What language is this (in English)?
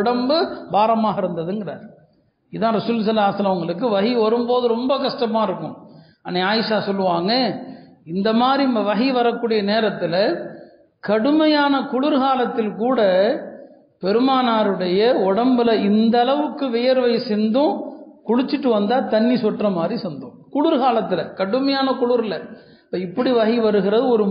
Tamil